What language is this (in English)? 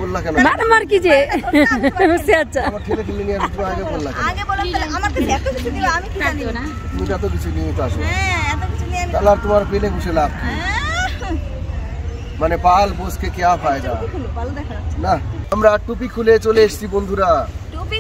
Bangla